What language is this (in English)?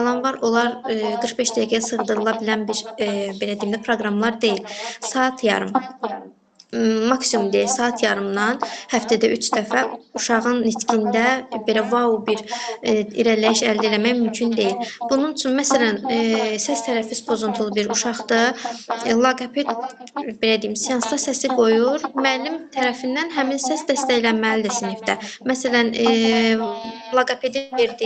Azerbaijani